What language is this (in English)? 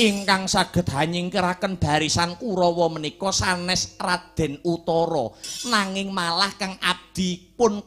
Javanese